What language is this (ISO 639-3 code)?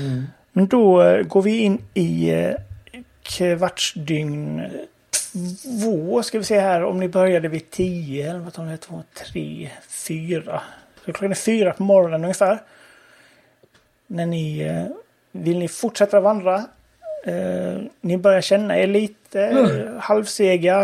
swe